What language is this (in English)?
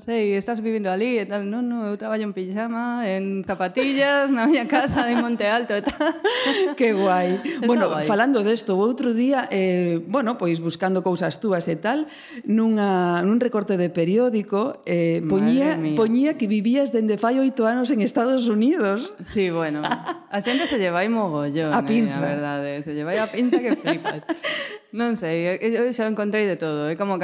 Galician